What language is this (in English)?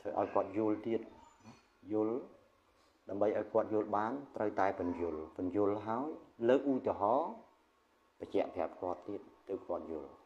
Khmer